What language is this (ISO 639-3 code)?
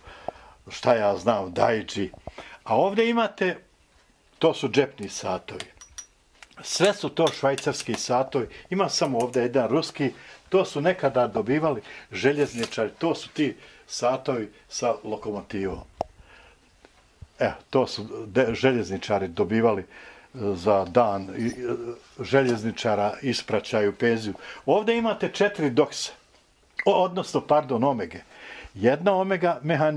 bos